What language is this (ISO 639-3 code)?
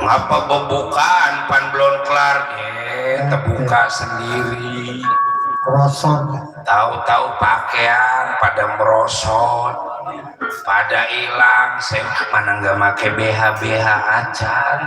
bew